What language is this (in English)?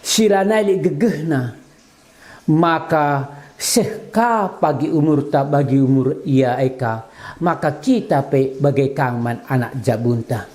Batak Karo